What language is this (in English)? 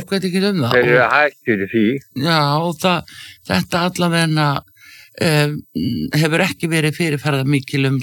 Icelandic